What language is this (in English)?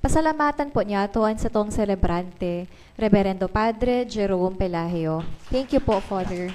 Bikol